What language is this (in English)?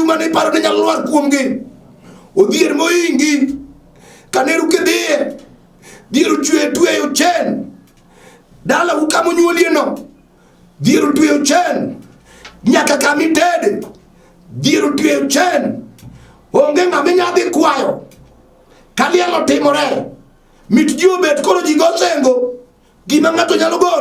Luo (Kenya and Tanzania)